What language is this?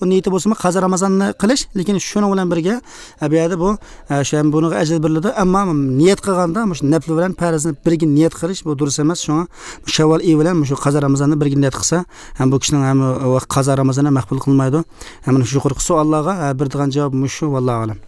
Uyghur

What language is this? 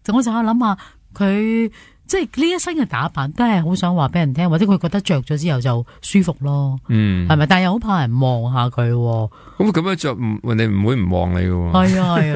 Cantonese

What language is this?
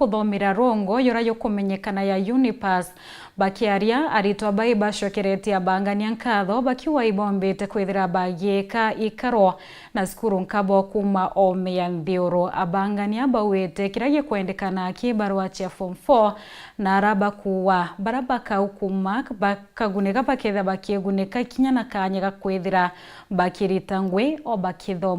Meru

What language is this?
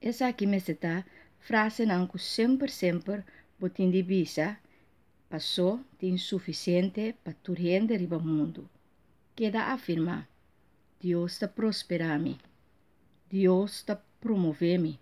Papiamento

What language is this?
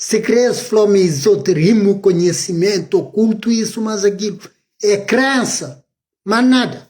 Kabuverdianu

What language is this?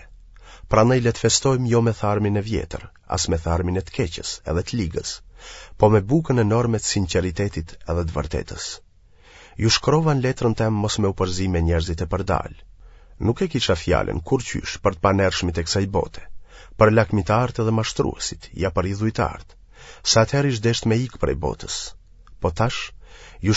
Albanian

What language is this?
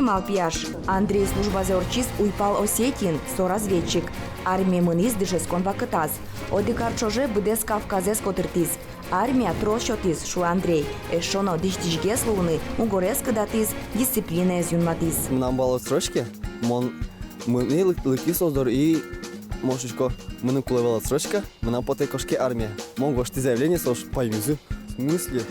Udmurt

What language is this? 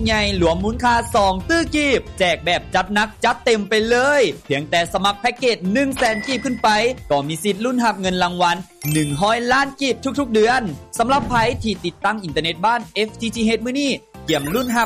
Lao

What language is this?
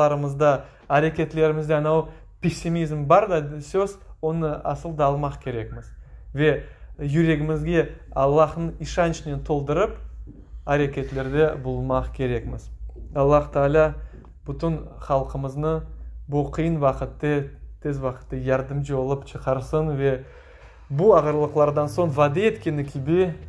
Crimean Tatar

